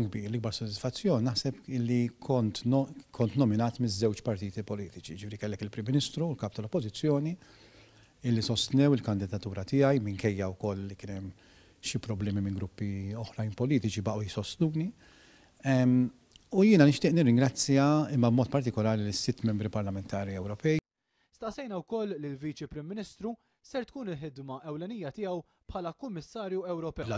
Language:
Maltese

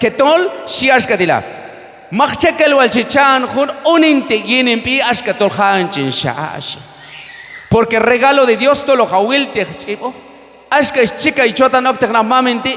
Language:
Q'anjob'al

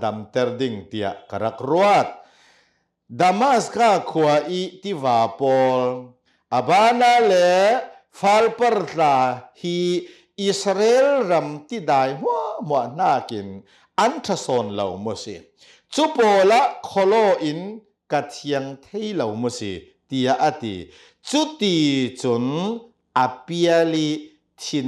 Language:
Hakha Chin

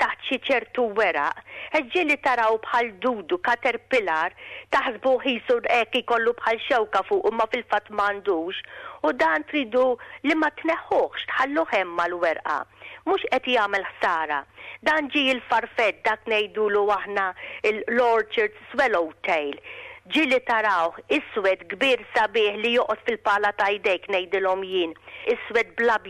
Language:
Maltese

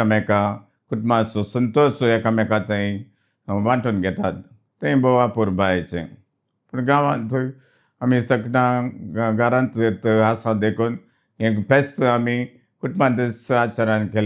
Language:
Konkani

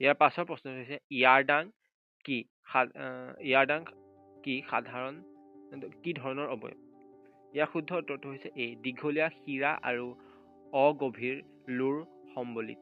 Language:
Assamese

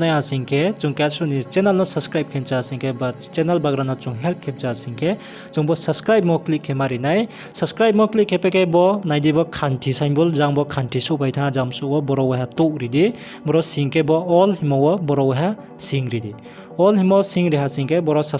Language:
Riang (India)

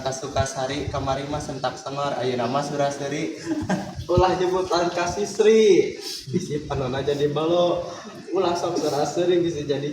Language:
Sundanese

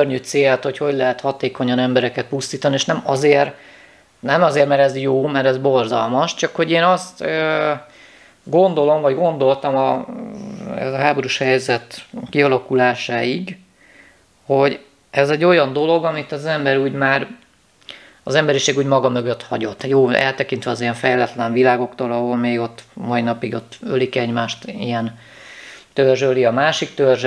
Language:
Hungarian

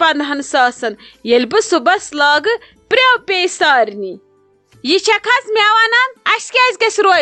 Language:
Kashmiri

